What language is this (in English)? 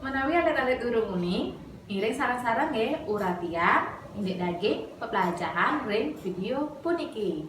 Balinese